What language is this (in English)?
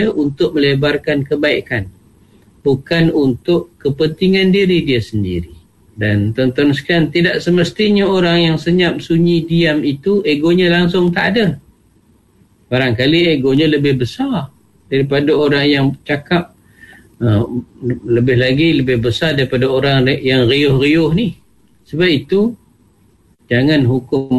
Malay